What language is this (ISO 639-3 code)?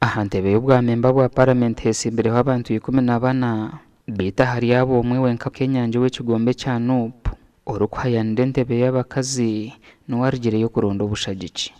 nyn